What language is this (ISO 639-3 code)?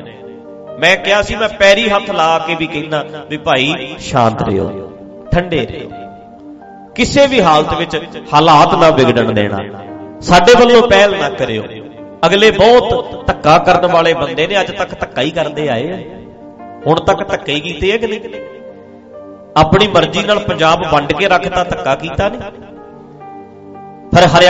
pan